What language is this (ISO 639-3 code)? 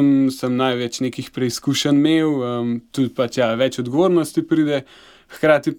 slv